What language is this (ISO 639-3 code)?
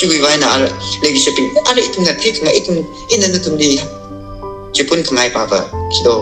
nmf